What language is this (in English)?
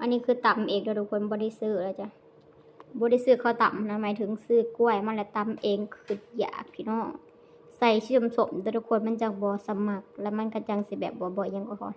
Lao